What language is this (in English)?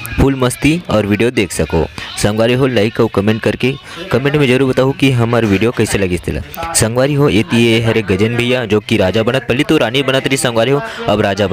Chhattisgarhi